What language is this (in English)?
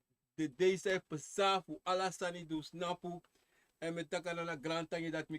Sranan Tongo